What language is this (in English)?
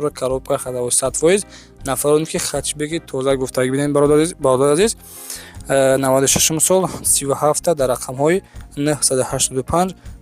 Tajik